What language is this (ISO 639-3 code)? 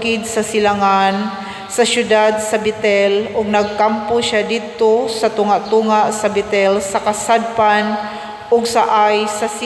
ceb